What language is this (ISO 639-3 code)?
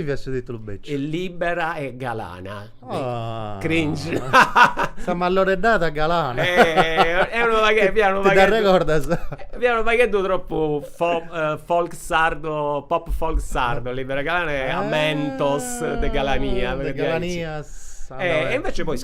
srd